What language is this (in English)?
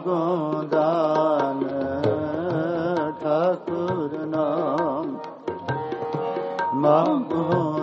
Punjabi